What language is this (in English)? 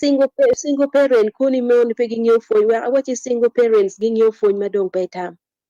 Acoli